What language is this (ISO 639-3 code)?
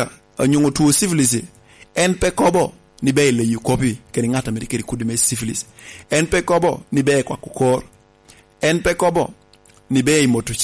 laj